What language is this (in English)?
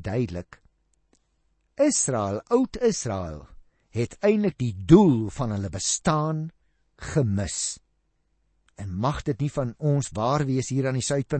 Afrikaans